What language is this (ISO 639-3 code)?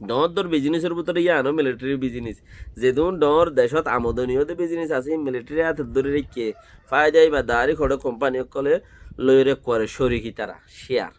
rhg